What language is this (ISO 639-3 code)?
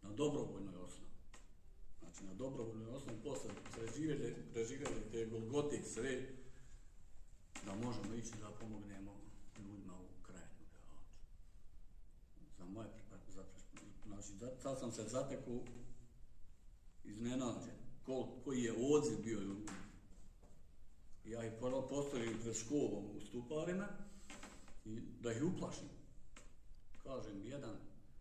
bos